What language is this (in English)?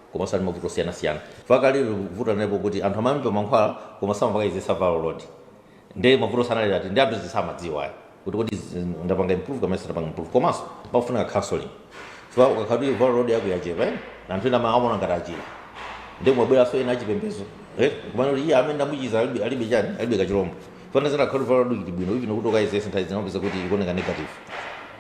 Nyanja